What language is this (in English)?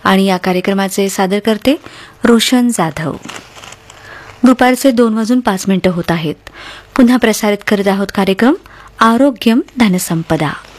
Marathi